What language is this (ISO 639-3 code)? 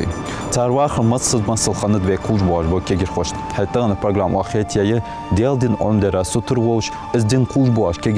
inh